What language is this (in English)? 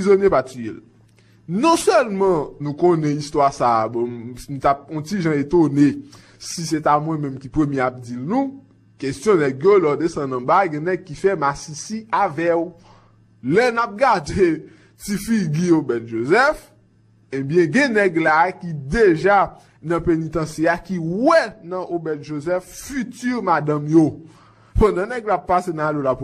Haitian Creole